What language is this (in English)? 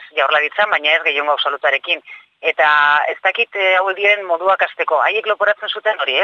Basque